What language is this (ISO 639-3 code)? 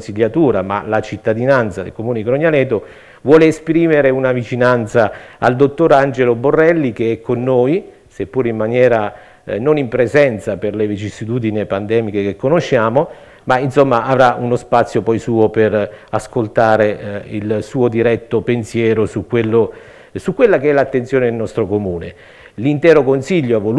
ita